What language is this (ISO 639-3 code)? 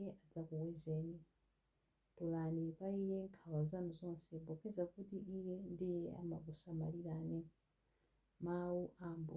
nya